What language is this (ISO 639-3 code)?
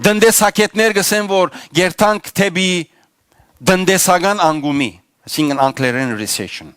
hyw